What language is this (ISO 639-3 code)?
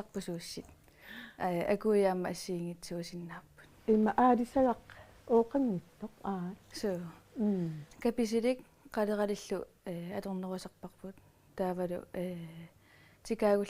kal